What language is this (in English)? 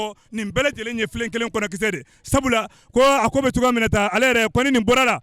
Bambara